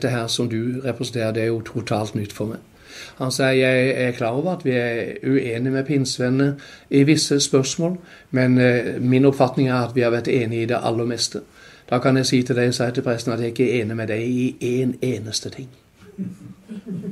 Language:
Norwegian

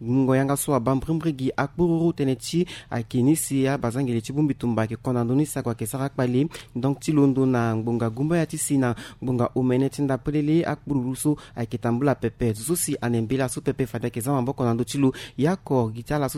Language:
Sango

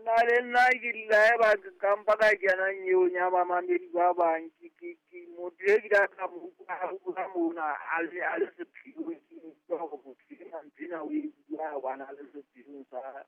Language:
Southern Sotho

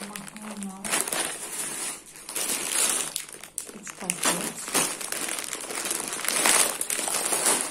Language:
Turkish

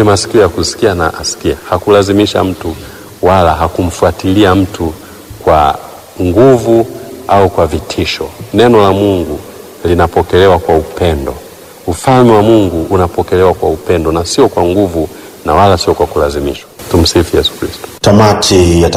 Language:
Swahili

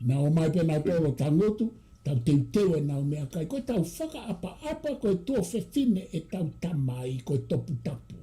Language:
Tongan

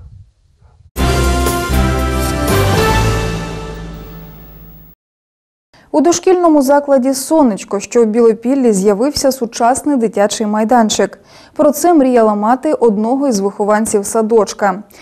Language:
Ukrainian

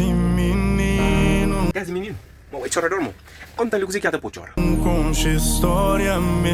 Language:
Kabuverdianu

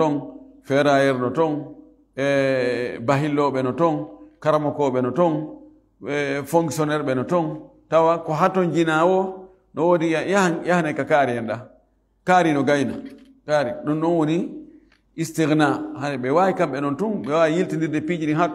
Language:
Fula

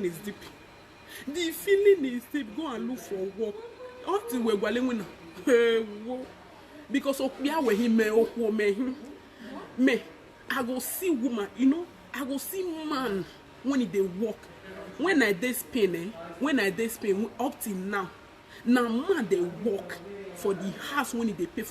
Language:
Nigerian Pidgin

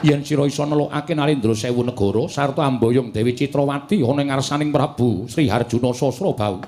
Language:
Javanese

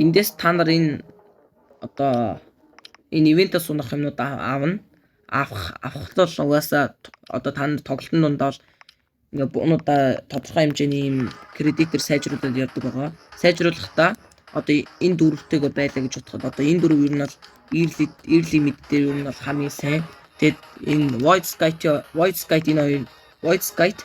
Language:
Mongolian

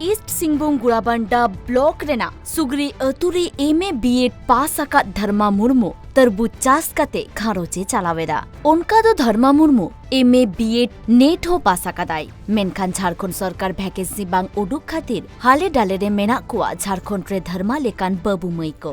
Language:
Santali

